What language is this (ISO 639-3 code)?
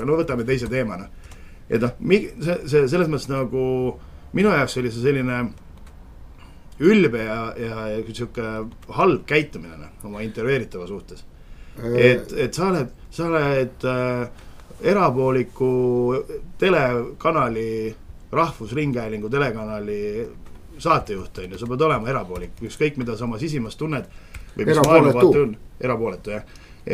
est